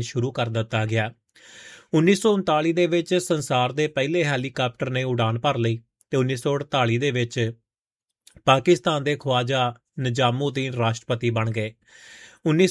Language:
Punjabi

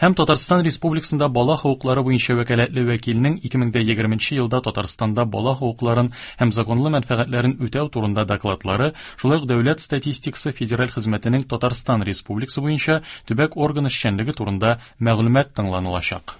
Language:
Tatar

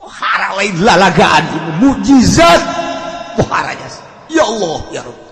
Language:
Sundanese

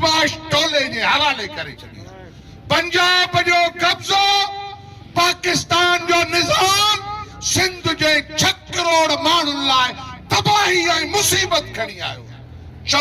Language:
Sindhi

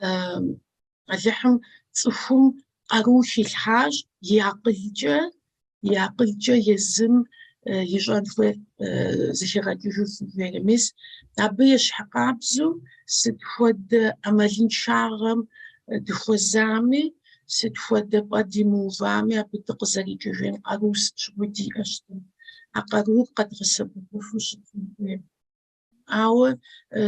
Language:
Kabardian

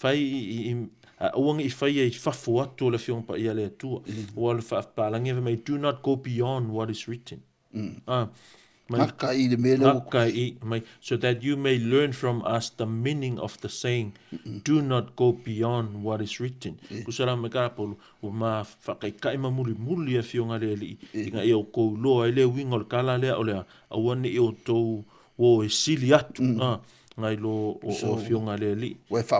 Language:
Samoan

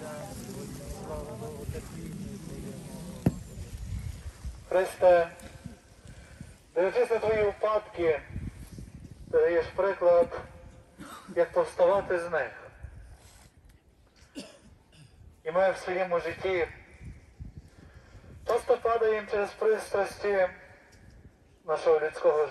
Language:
Ukrainian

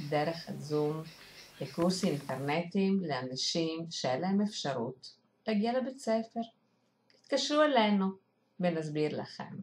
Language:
Hebrew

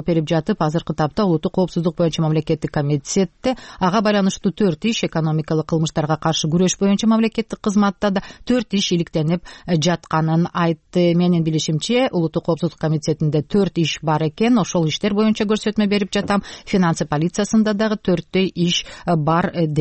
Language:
Kyrgyz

